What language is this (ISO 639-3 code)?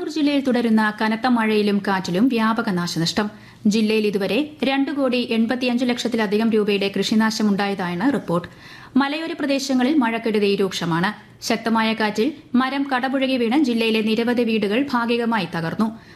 mal